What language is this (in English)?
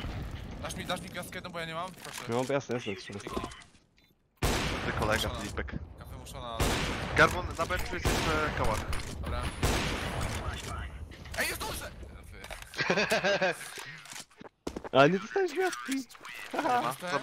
Polish